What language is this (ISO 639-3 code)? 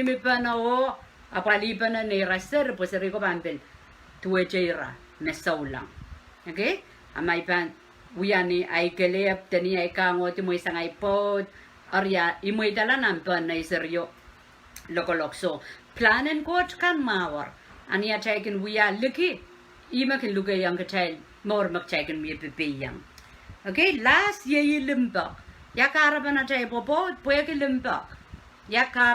pon